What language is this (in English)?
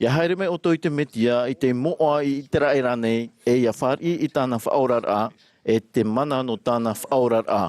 Tahitian